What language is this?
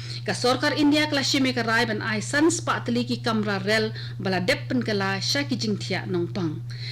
Khasi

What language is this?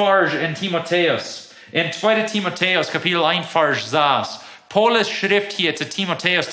Plautdietsch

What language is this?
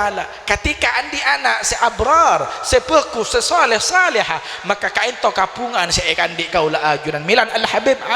Madurese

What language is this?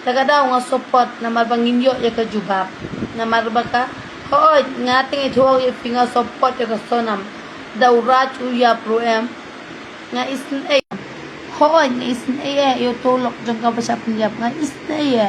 Khasi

